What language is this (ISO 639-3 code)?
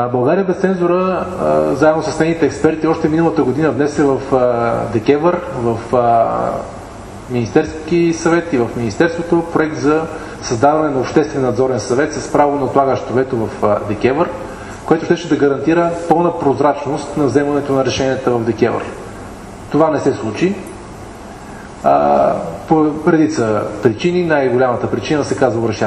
bul